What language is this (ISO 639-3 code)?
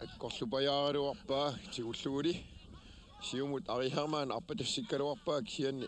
kal